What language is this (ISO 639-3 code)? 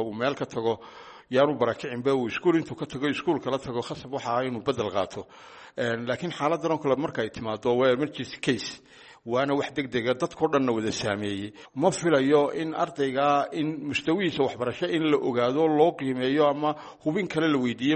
som